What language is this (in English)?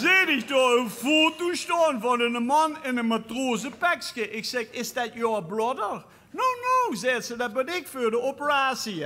Limburgish